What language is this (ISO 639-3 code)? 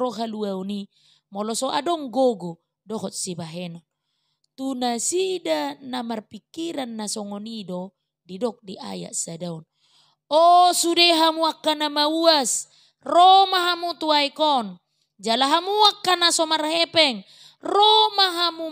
bbc